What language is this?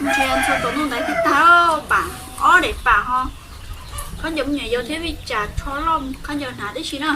Hmong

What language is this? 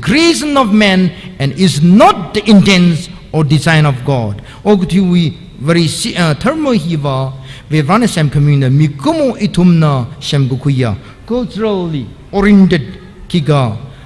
Tangkhul Naga (India)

